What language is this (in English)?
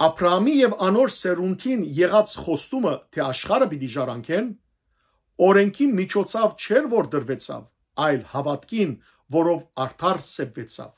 Western Armenian